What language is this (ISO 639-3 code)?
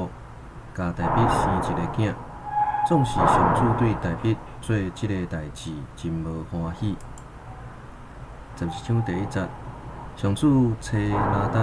nan